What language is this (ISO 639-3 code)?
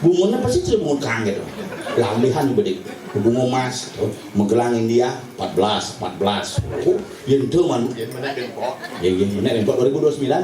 ban